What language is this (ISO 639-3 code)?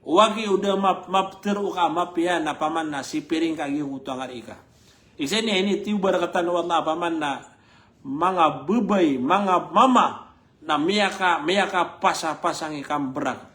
mrw